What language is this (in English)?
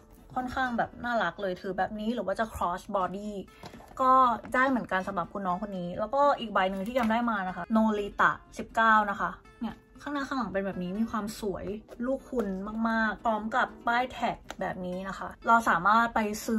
Thai